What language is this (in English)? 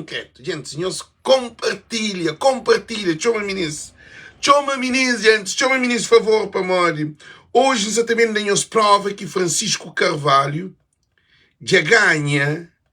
Kabuverdianu